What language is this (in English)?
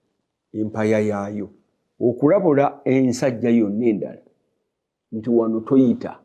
Ganda